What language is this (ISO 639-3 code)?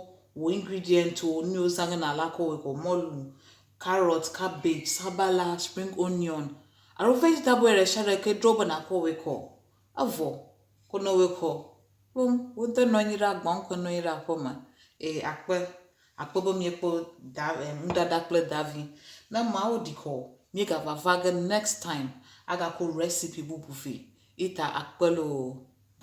ewe